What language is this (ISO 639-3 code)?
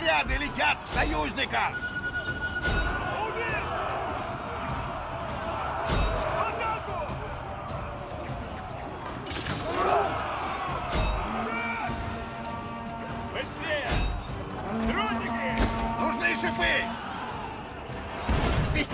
rus